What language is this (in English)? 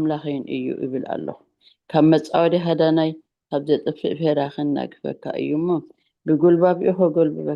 Tigrinya